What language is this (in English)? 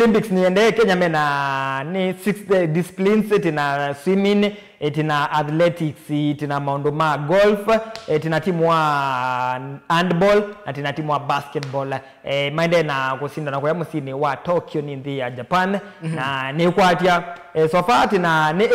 Kamba